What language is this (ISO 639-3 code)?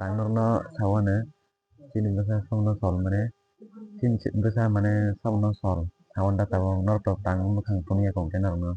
trp